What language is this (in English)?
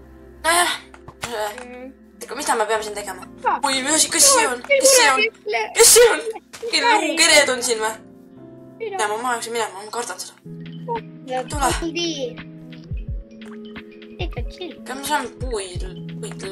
Estonian